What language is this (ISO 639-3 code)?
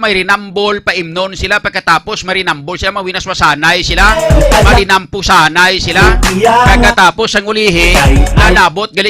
hil